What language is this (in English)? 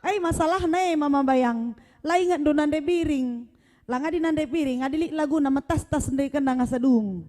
Batak Karo